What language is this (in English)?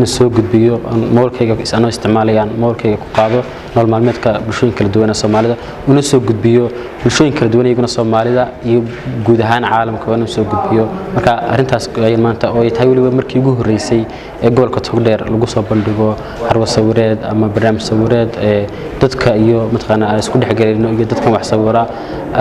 Somali